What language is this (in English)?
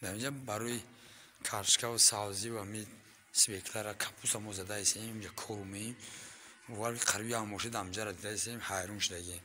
Tajik